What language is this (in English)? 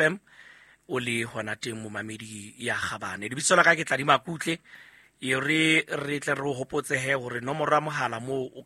Southern Sotho